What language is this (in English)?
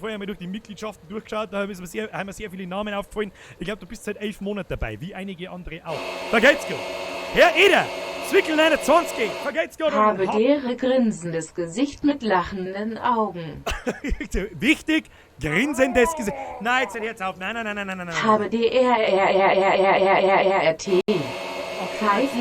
Bavarian